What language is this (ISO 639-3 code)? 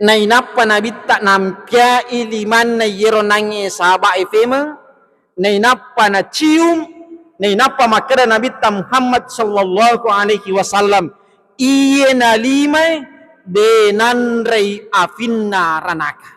bug